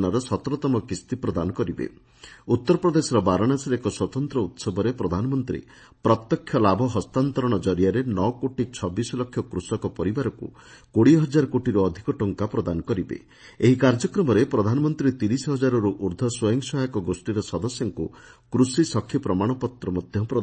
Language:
Odia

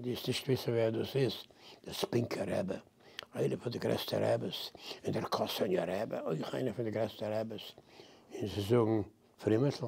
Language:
Yiddish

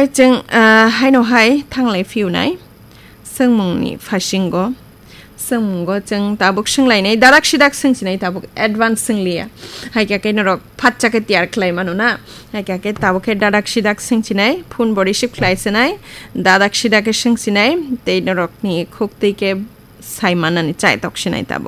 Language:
Kok Borok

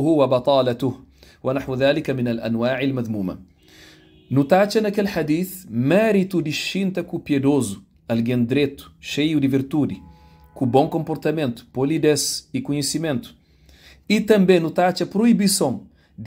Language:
Kabuverdianu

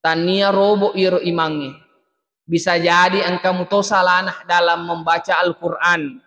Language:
Buginese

